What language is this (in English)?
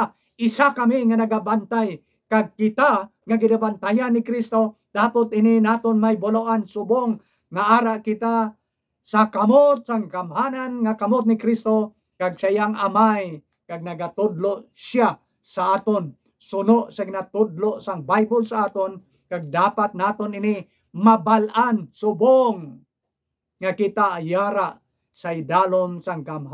Hiligaynon